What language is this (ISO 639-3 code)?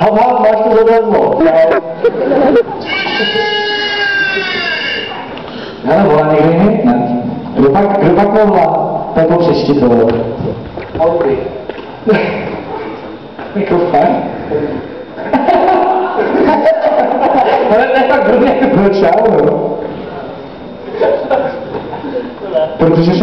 ces